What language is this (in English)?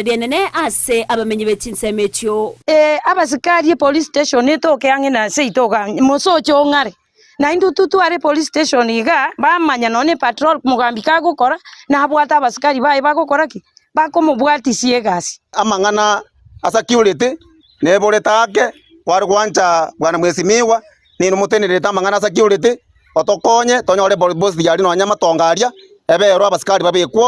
Gusii